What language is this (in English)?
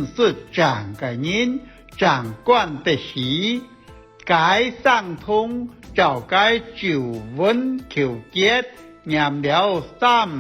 Hakka Chinese